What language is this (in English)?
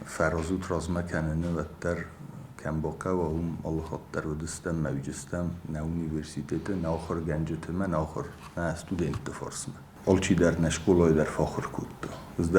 Ossetic